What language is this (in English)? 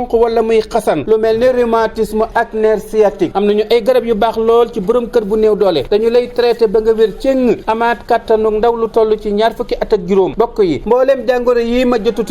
Wolof